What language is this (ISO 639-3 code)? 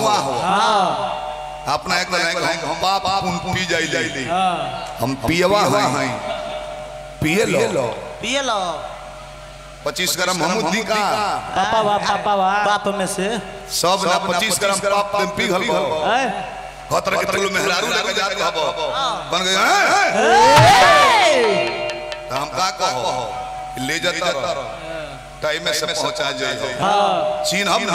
bho